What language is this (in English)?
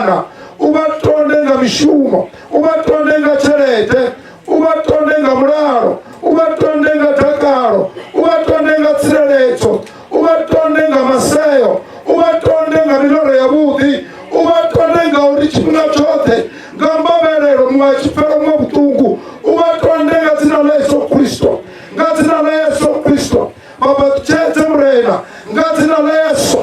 Venda